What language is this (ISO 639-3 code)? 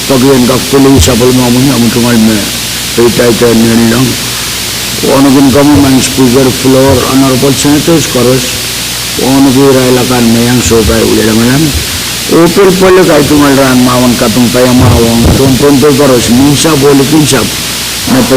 pon